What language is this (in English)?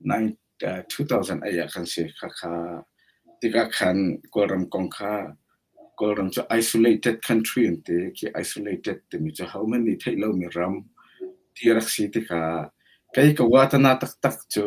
Hakha Chin